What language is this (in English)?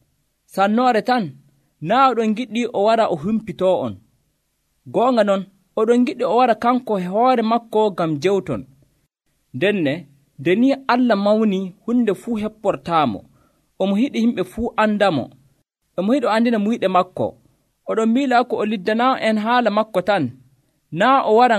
Nigerian Fulfulde